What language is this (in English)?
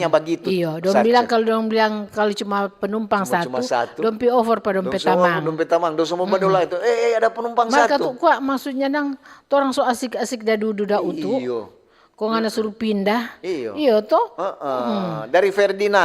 Manado Malay